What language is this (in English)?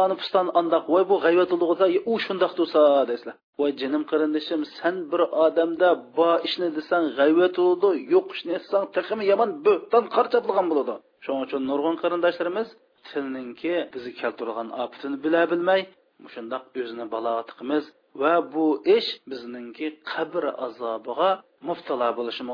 Uyghur